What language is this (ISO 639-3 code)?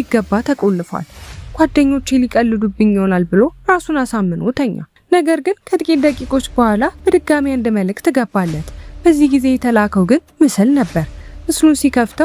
amh